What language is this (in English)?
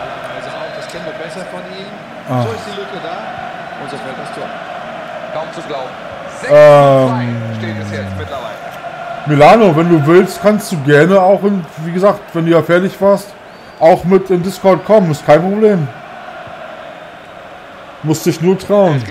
German